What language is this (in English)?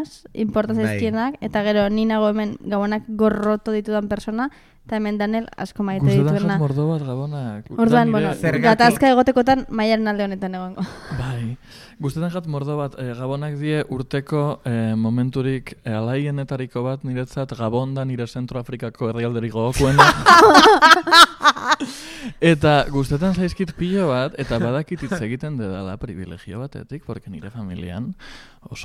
Basque